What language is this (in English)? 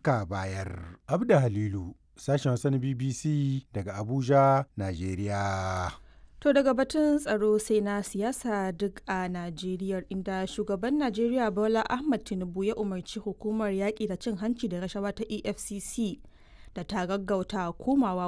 Hausa